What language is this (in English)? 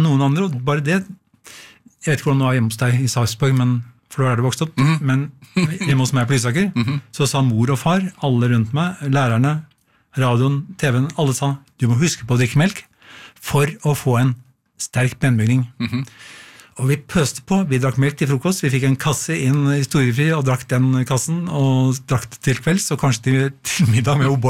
Norwegian